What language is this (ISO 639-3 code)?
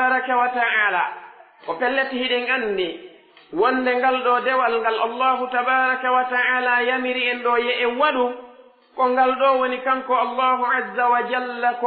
fuf